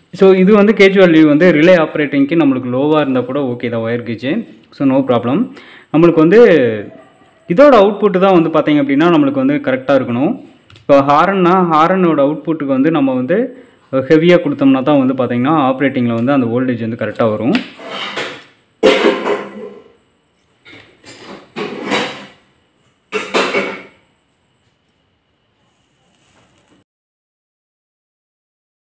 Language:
Tamil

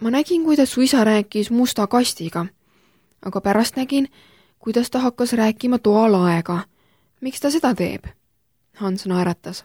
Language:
Estonian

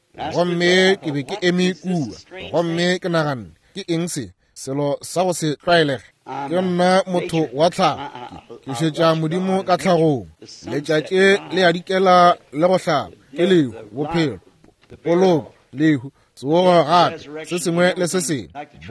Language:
Northern Sotho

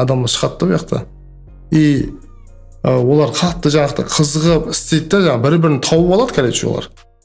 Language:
Kara-Kalpak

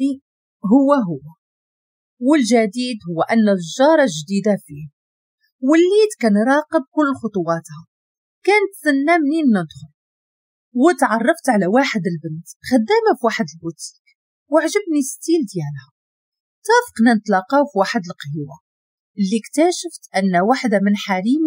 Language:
Moroccan Arabic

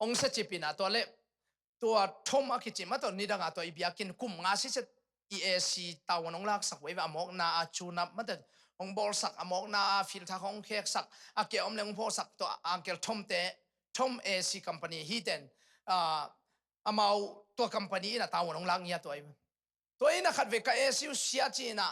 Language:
Tedim Chin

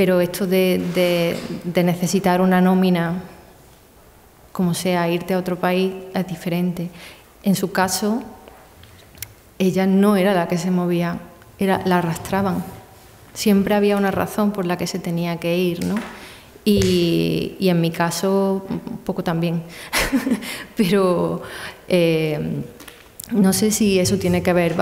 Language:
Spanish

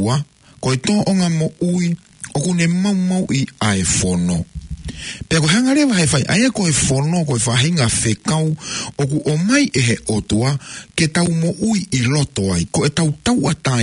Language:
Tongan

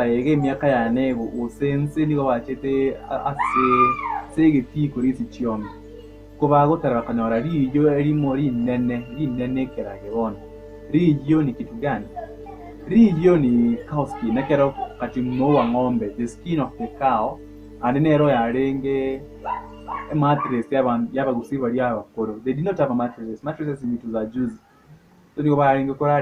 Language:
Gusii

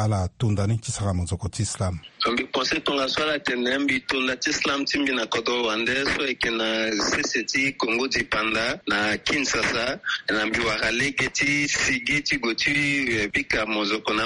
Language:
Sango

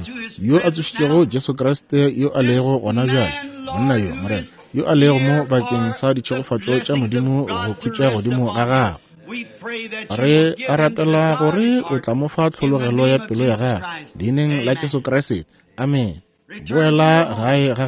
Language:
Northern Sotho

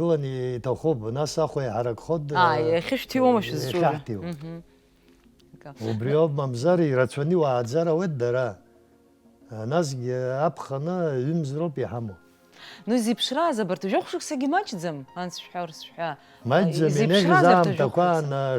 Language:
Abkhazian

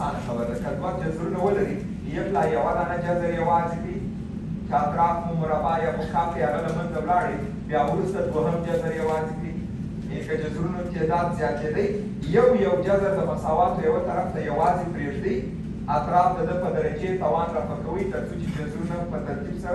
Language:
Pashto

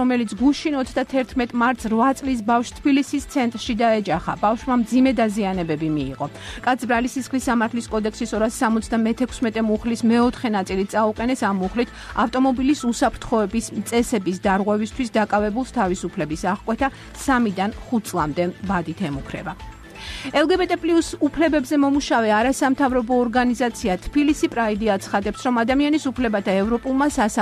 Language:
Georgian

